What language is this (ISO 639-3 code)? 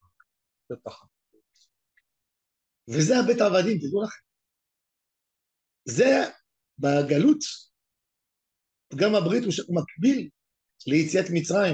heb